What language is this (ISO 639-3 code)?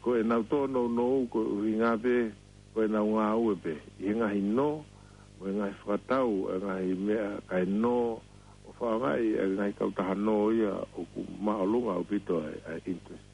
ton